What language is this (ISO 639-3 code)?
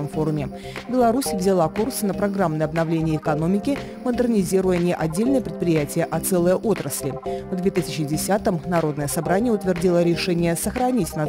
rus